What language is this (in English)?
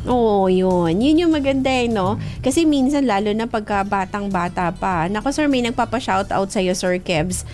Filipino